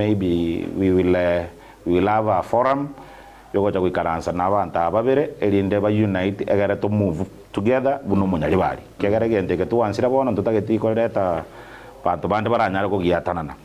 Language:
Gusii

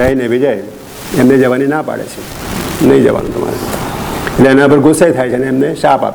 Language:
Gujarati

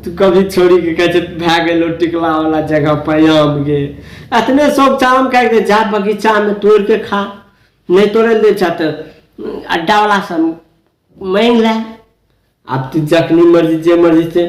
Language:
Maithili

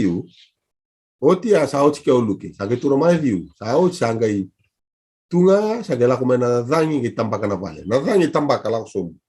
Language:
Fijian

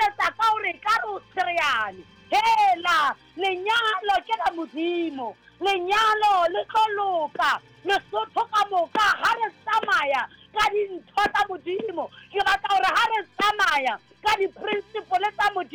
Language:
Southern Sotho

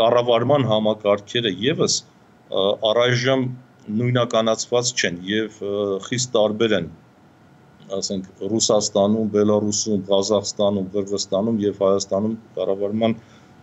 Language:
Armenian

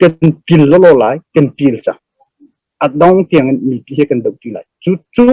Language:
Hakha Chin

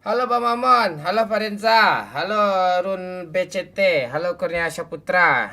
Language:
Minangkabau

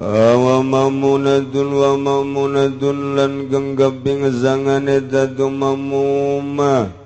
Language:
Sundanese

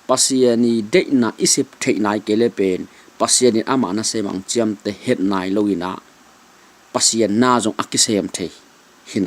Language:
Tedim Chin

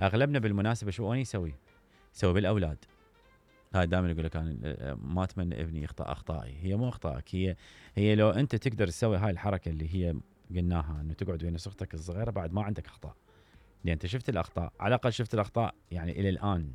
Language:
Mesopotamian Arabic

